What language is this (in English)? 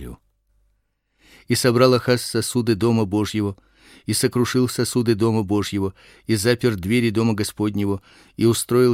Russian